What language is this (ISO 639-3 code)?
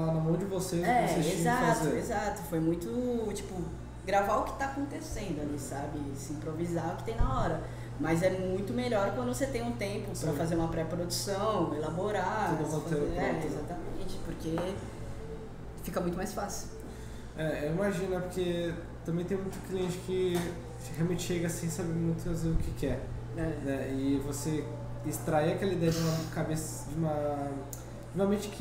por